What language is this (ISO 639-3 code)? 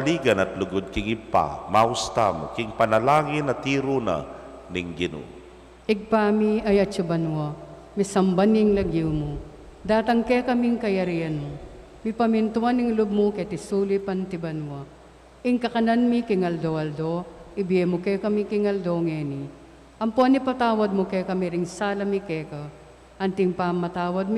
pam